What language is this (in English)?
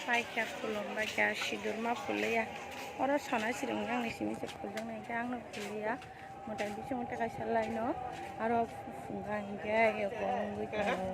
Kok Borok